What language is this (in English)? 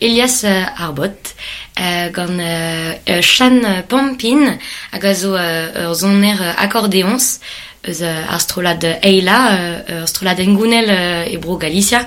Breton